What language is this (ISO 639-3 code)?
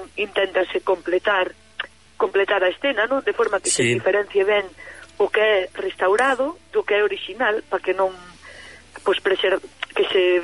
glg